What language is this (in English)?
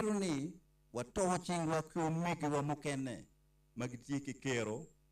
Acoli